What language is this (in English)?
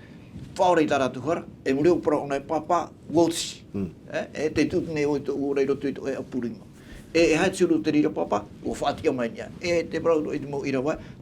Tahitian